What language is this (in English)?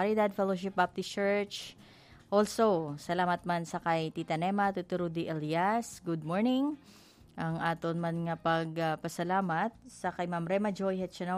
Hiligaynon